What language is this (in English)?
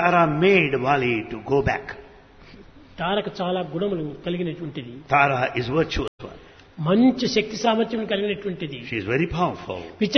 Telugu